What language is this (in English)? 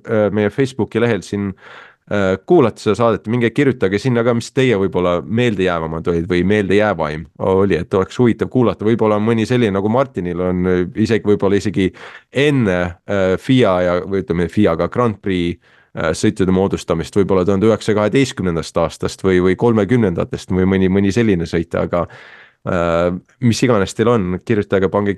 Estonian